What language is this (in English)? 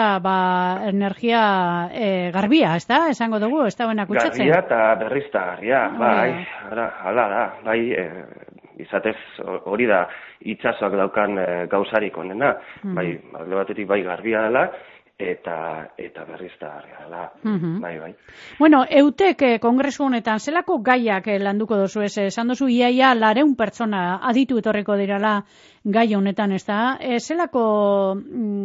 Basque